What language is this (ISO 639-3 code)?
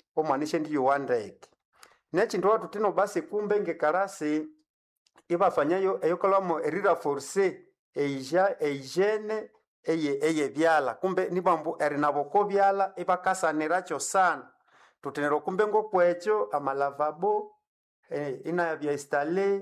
nnb